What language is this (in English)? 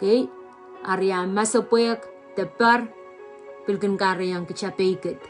Pohnpeian